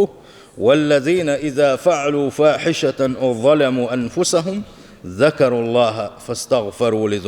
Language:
Chechen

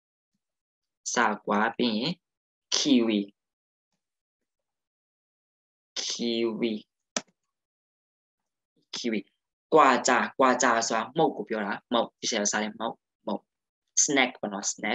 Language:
Burmese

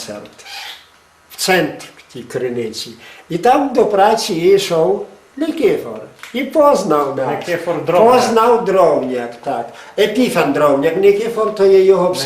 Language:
Rusyn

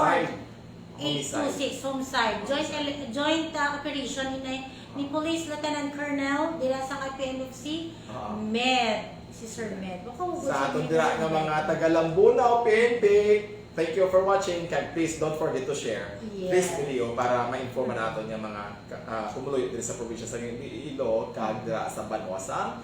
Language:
Hiligaynon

